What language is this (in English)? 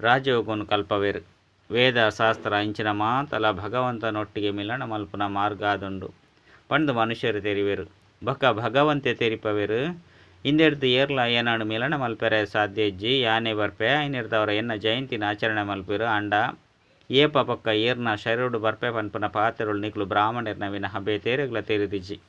Tulu